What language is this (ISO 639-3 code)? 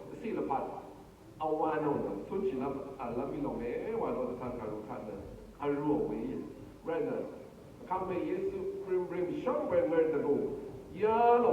raw